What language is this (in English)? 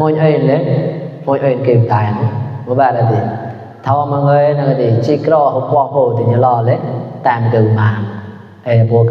Mon